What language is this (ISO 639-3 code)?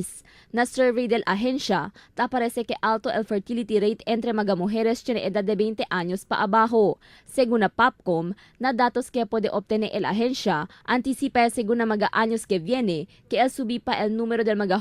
cbk